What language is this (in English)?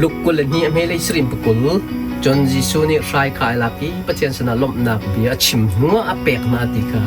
Hakha Chin